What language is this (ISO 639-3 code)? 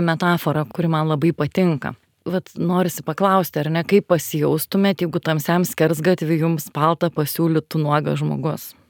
lit